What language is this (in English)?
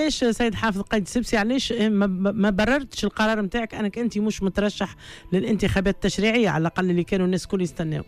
Tunisian Arabic